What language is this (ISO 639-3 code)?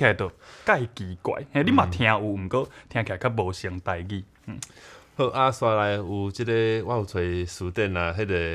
nan